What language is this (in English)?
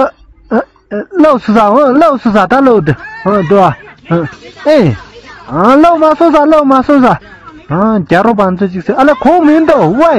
Tibetan